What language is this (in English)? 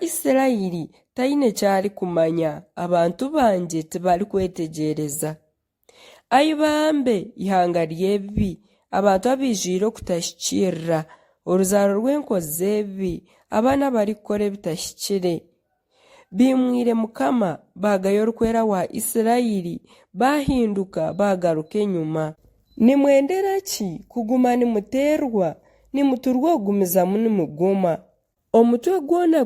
Nyankole